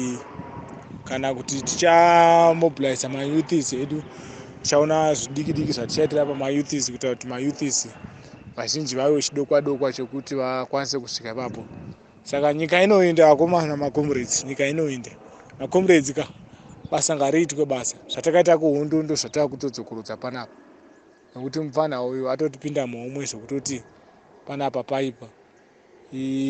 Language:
Shona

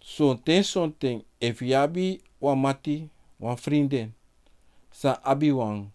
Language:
Sranan Tongo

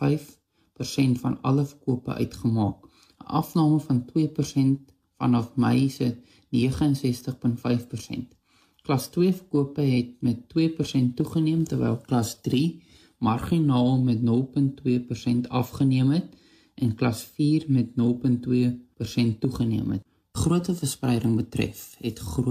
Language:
Afrikaans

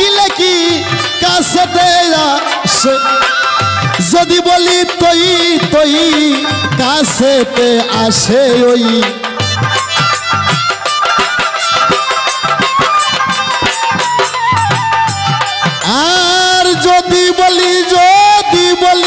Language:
Bangla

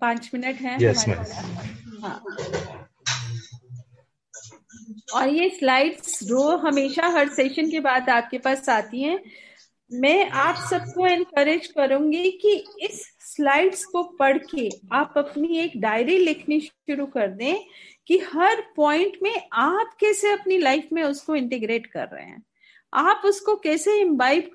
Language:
Hindi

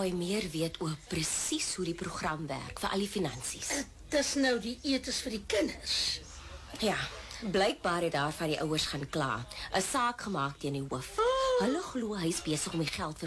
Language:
Afrikaans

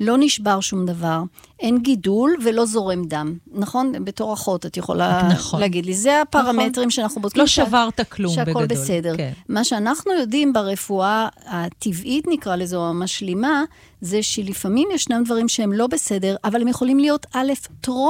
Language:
Hebrew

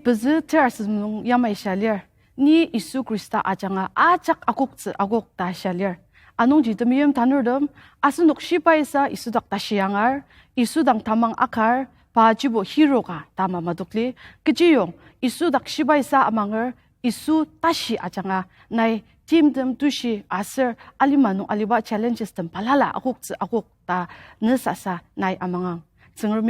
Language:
Ao Naga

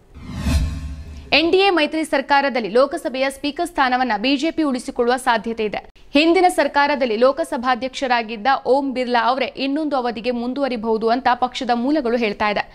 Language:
Kannada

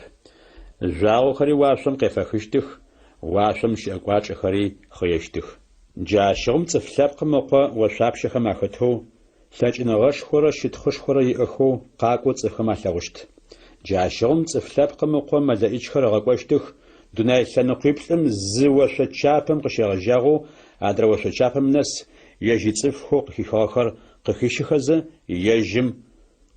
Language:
Adyghe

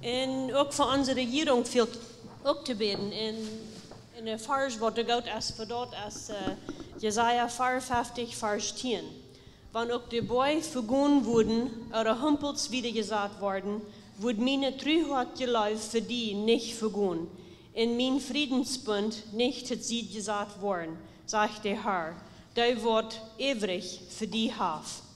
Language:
Plautdietsch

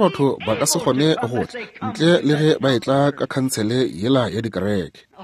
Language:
Northern Sotho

